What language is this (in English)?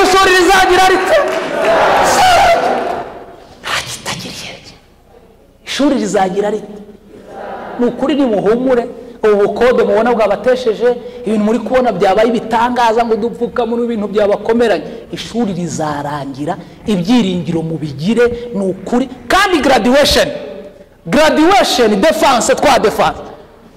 Kinyarwanda